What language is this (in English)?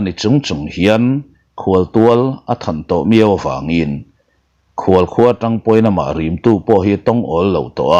Mizo